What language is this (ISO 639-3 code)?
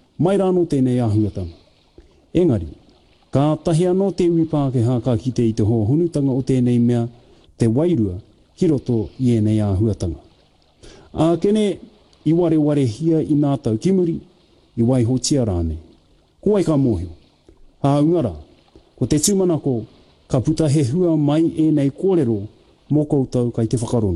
mri